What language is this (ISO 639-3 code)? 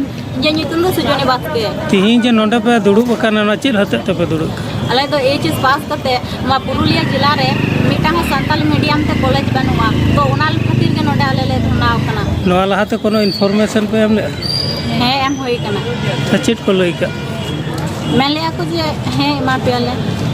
sat